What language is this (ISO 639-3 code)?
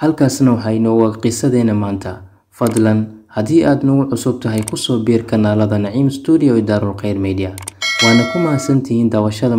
som